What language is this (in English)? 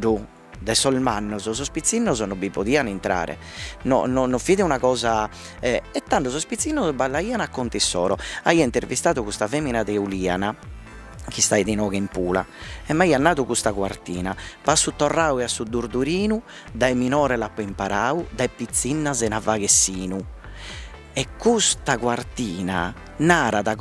Sardinian